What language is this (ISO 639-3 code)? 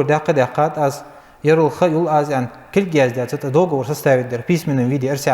inh